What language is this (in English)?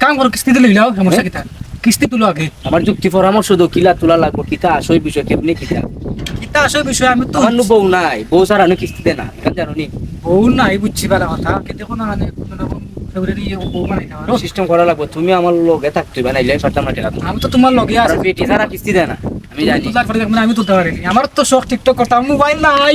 Sylheti